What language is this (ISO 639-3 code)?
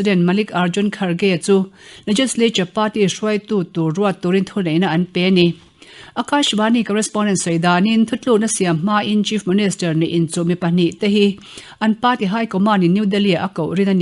lus